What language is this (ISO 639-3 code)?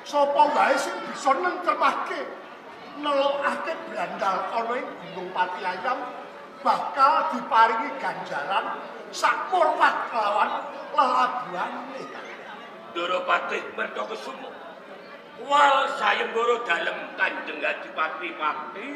jav